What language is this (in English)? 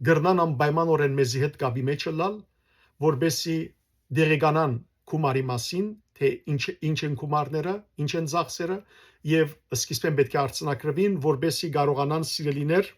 Western Armenian